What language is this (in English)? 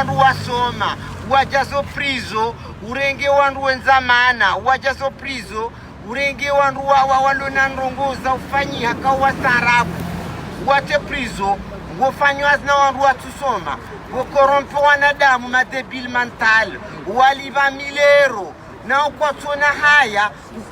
Ngazidja Comorian